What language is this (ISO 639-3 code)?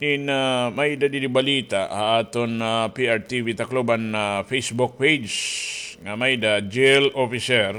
war